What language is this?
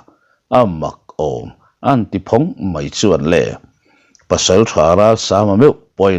Mizo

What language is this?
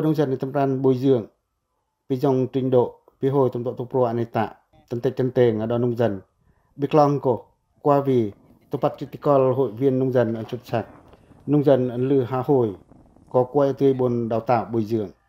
Pacoh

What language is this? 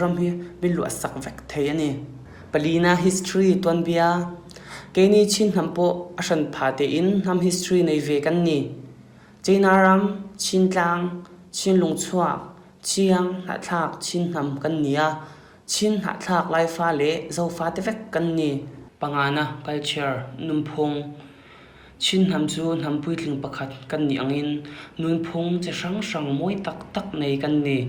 Hakha Chin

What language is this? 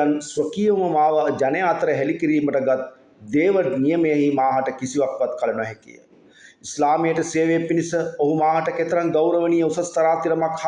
Sinhala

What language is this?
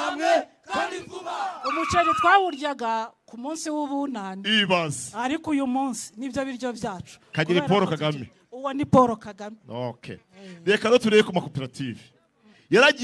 Kinyarwanda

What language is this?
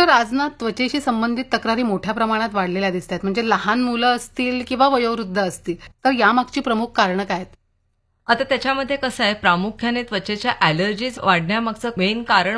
Marathi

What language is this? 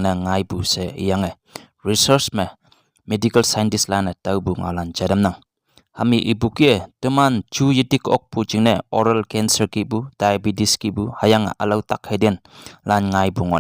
Konyak Naga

